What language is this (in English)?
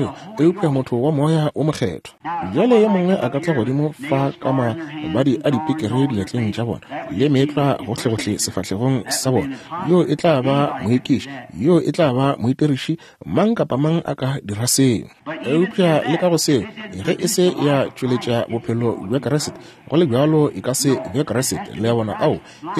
Northern Sotho